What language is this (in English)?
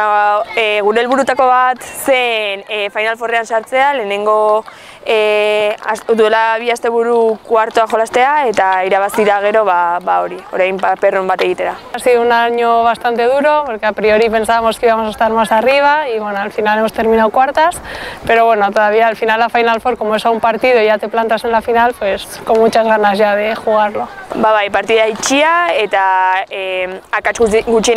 Basque